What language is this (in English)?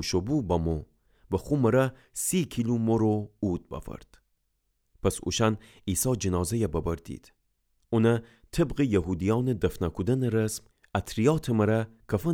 Gilaki